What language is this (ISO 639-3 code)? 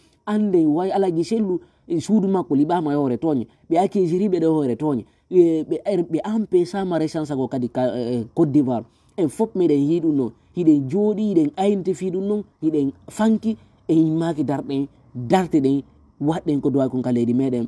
ful